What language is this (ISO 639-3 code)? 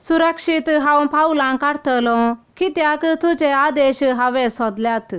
kok